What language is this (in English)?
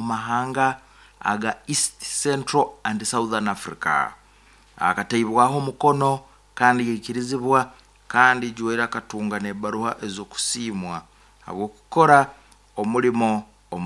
Nyankole